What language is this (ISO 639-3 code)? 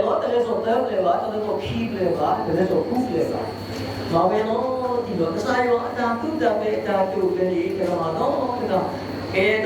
ksw